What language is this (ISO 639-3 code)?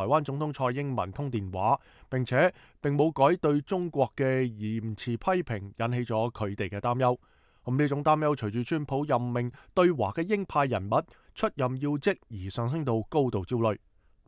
yue